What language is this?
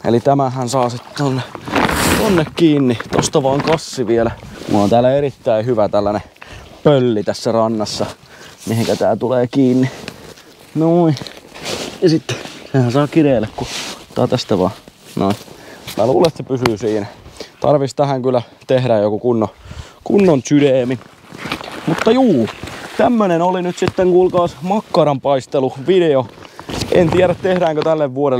Finnish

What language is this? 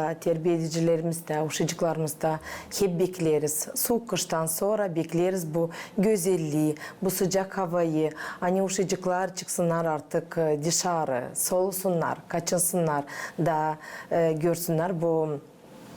Gagauz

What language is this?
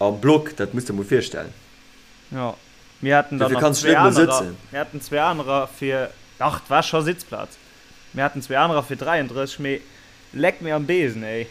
Luxembourgish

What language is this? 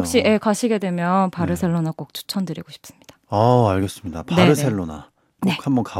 Korean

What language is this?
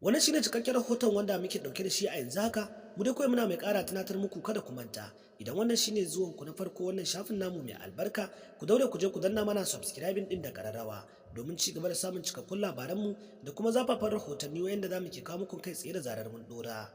Hausa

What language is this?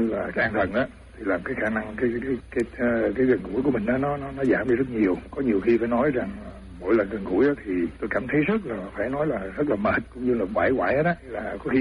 Vietnamese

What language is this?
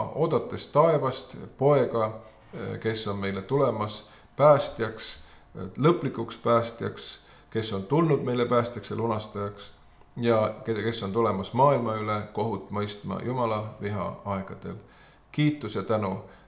Estonian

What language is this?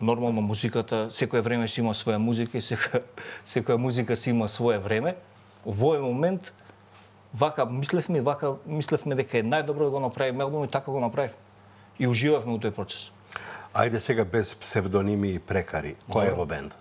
Macedonian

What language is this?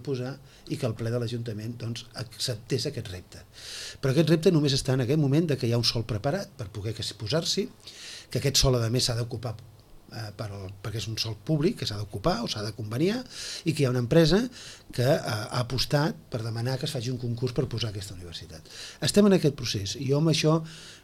Catalan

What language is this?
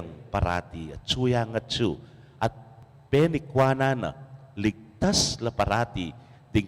Pampanga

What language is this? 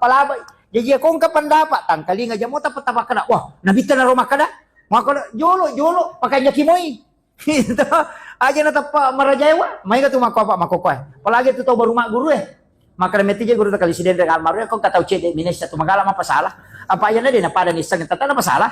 Buginese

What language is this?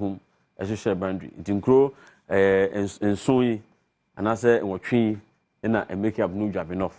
Akan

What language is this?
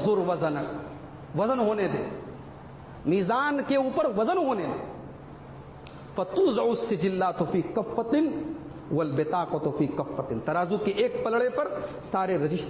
Urdu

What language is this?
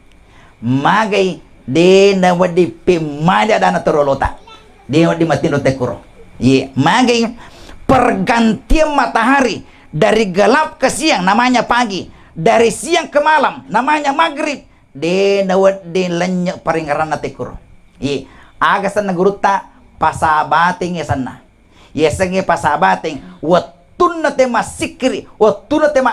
Buginese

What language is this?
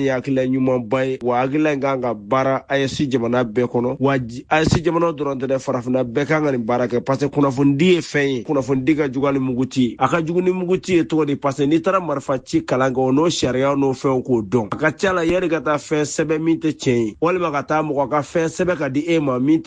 Bambara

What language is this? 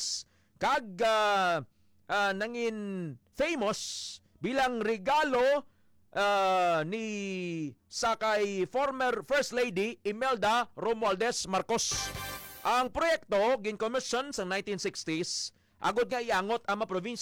Hiligaynon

